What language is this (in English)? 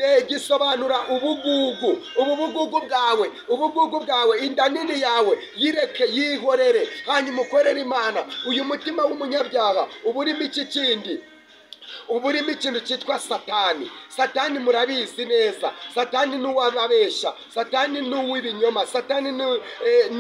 Kinyarwanda